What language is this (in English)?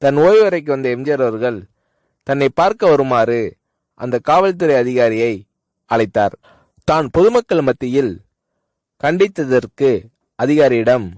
Tamil